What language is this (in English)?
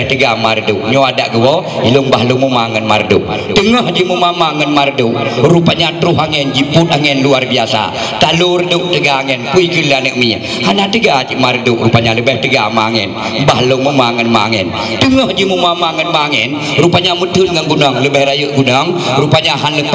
Achinese